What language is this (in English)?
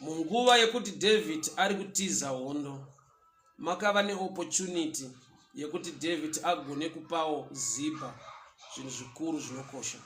Shona